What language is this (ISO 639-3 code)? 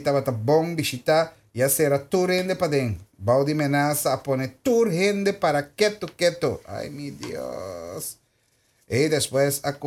pap